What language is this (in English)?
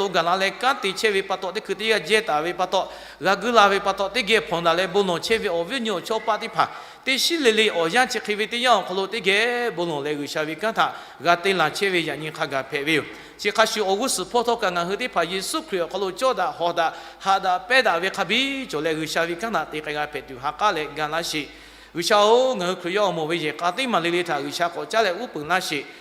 Lahu